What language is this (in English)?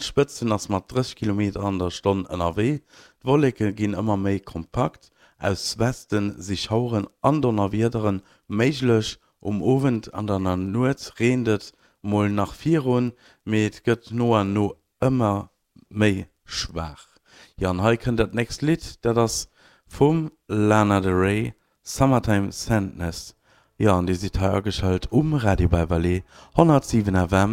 Luxembourgish